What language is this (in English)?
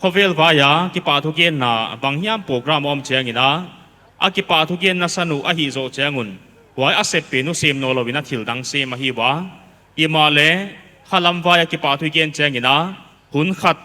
Paite Chin